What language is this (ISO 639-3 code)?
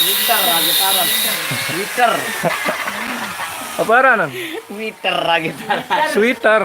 sas